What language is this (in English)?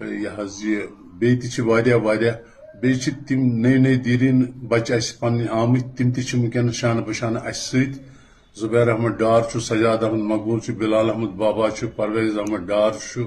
Kashmiri